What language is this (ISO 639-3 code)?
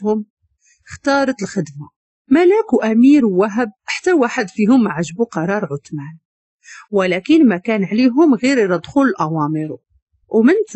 ary